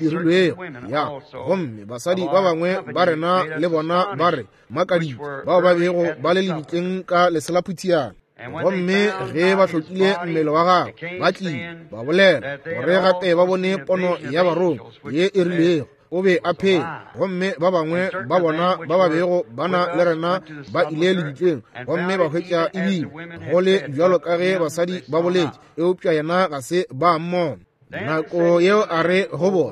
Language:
Northern Sotho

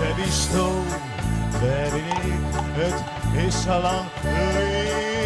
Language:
Western Frisian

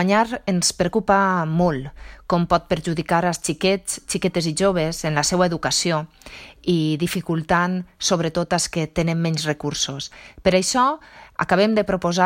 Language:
Catalan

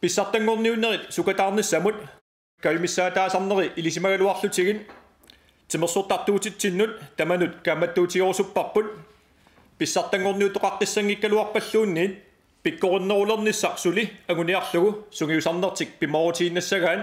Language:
Kalaallisut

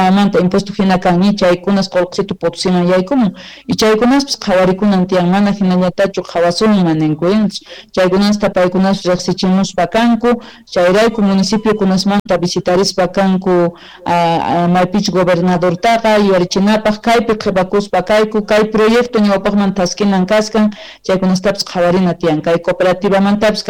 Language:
Quechua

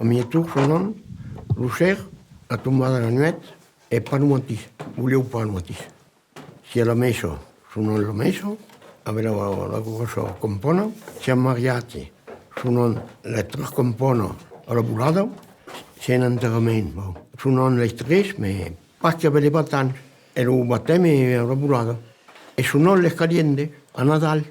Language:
Occitan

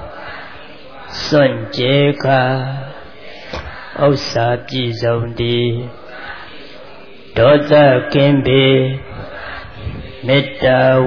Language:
Burmese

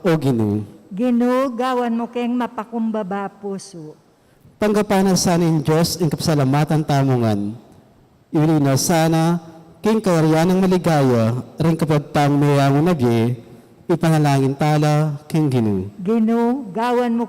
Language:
Pampanga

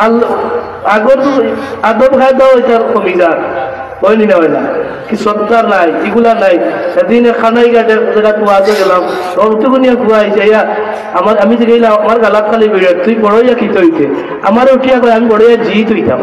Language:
Sylheti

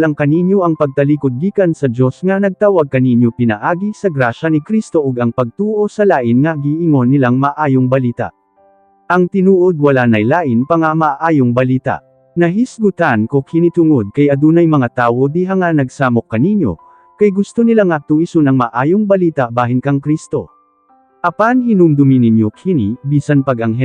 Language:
Cebuano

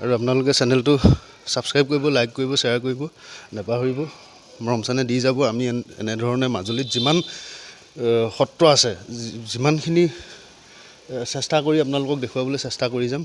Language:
Assamese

